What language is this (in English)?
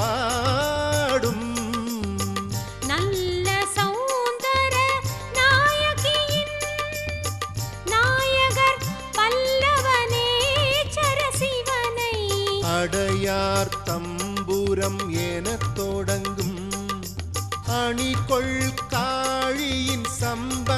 Tamil